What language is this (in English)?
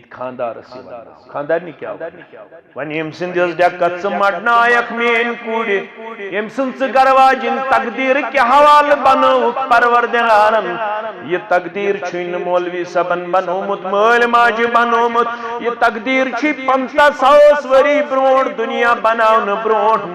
Kashmiri